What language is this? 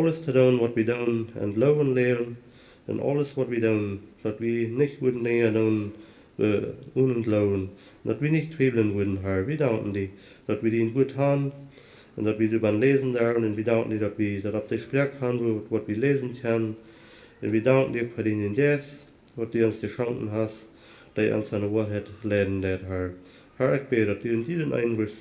Plautdietsch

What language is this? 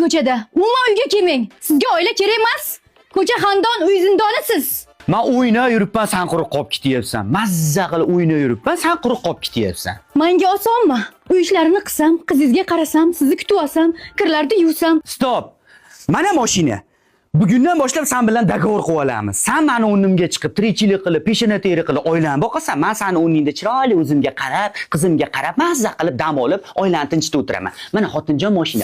Uzbek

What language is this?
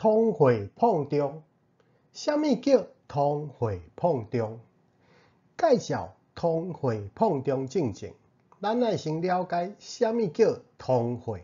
Min Nan Chinese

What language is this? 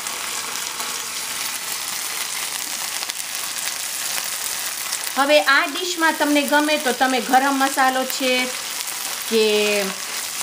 Gujarati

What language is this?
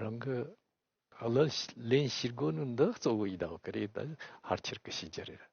Tibetan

